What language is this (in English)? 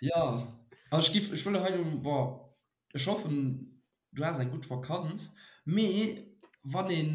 Luxembourgish